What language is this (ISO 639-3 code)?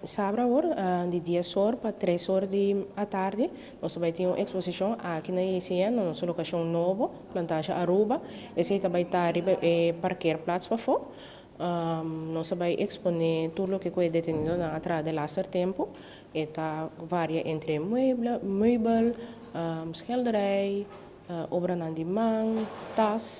pap